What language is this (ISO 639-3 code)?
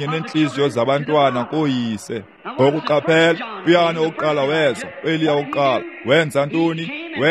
xho